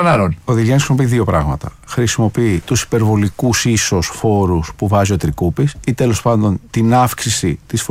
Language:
Greek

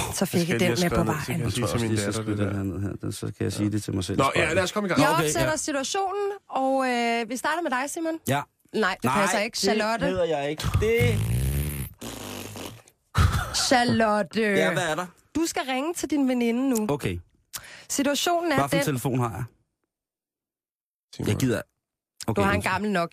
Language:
Danish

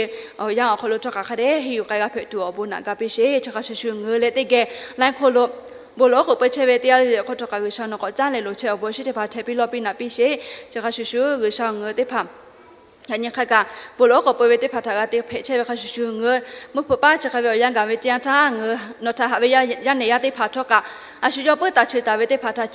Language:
Lahu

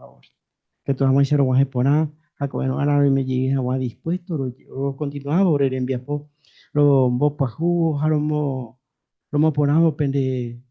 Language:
Guarani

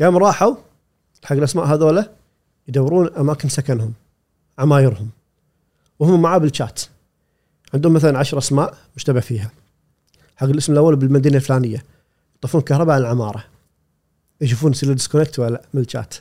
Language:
Gulf Arabic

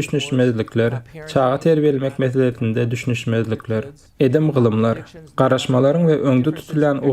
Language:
Turkmen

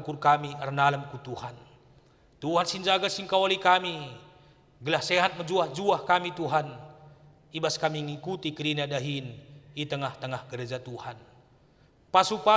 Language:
Batak Karo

